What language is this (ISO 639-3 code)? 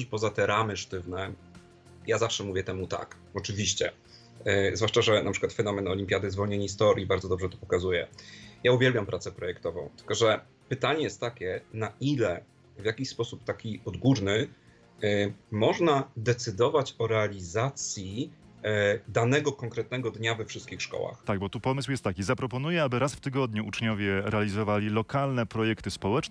pol